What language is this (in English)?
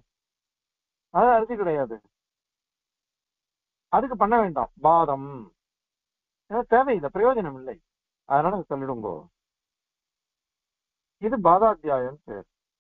Tamil